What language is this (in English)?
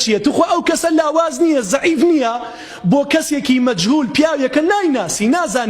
Central Kurdish